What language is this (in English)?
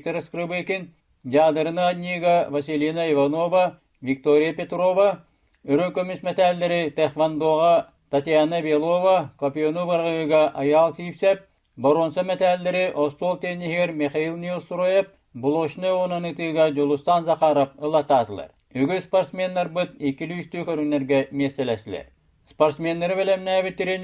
Yakut